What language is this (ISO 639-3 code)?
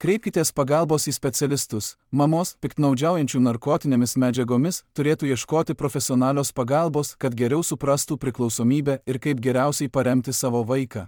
lit